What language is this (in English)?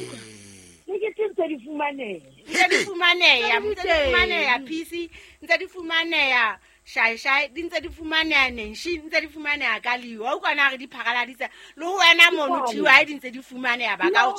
Southern Sotho